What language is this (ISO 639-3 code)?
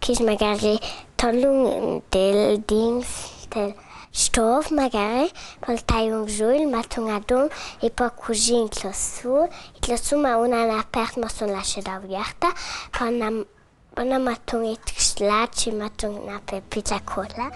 lld